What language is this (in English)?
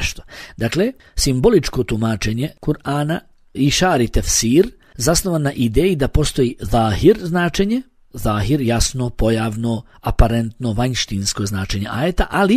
Bosnian